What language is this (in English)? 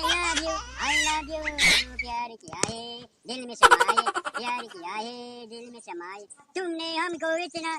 Karbi